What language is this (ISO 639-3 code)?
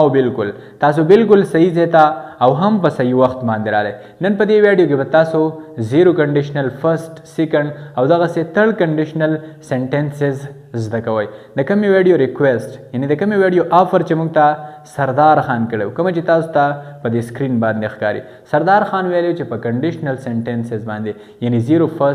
pus